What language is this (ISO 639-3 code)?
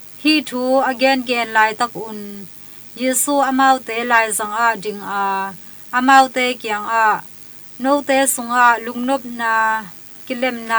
ctd